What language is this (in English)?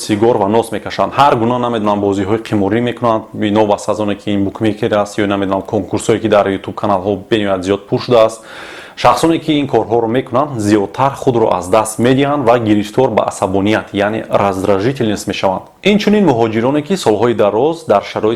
Tajik